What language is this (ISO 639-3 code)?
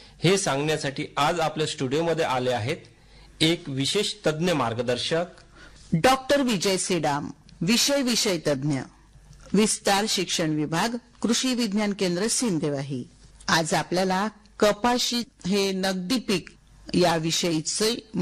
mar